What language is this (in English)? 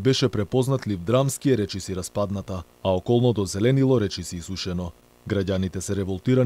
Macedonian